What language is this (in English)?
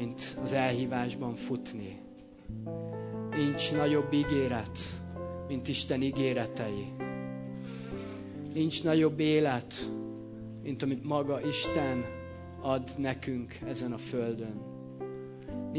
Hungarian